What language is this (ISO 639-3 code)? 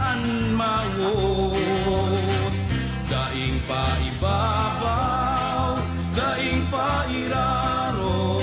bik